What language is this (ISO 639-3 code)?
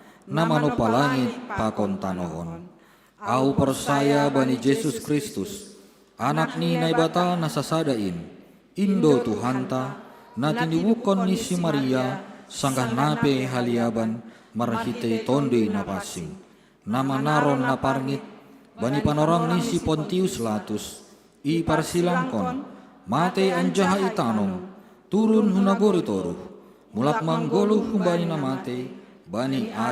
bts